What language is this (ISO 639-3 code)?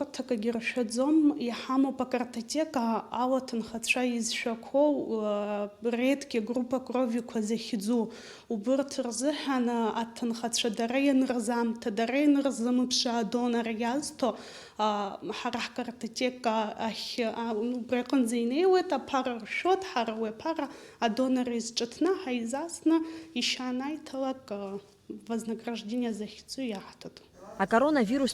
abk